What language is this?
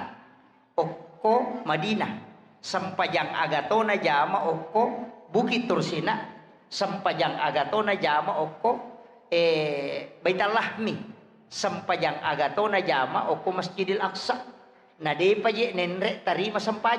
Buginese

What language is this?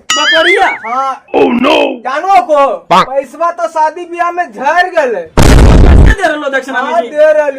Magahi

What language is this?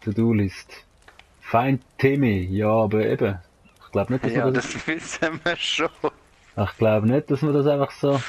Swiss German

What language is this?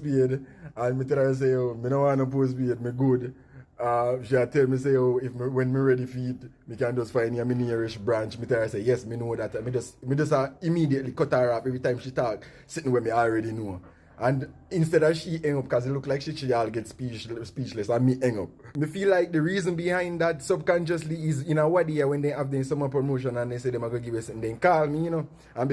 Jamaican Creole English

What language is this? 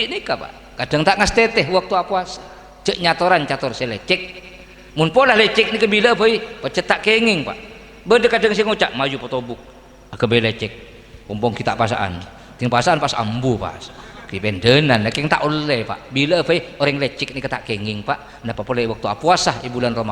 Madurese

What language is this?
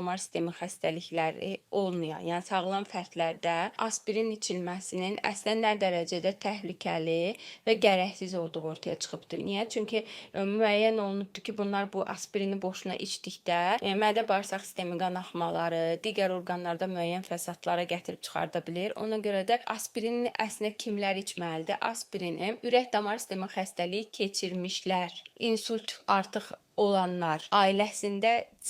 Azerbaijani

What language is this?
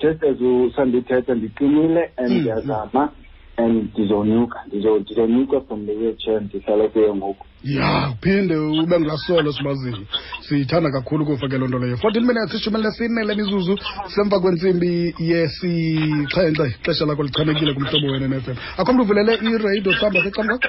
Xhosa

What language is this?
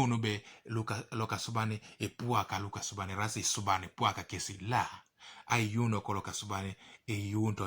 Teso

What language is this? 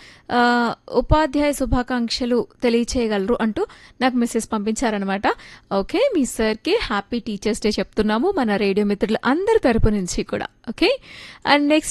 Telugu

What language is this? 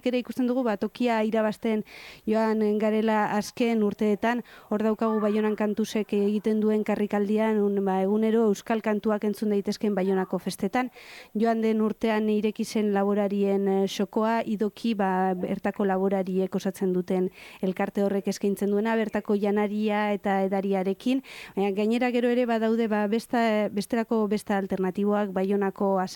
Basque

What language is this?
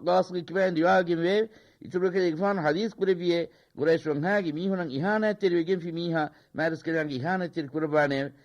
Divehi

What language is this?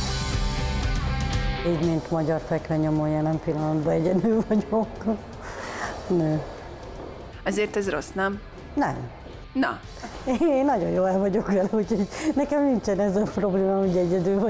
Hungarian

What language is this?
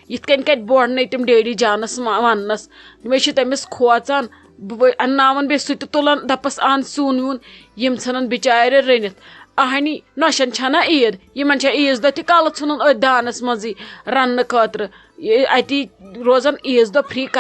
Kashmiri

